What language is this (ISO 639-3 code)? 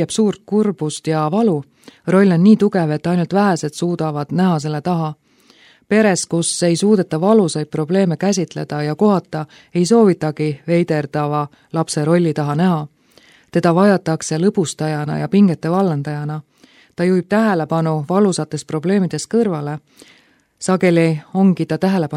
est